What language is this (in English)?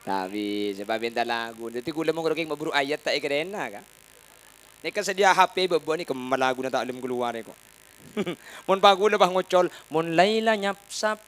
Madurese